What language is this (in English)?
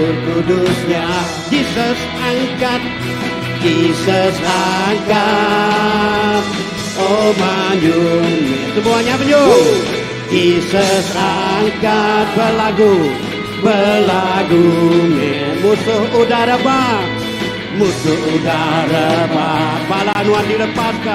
Iban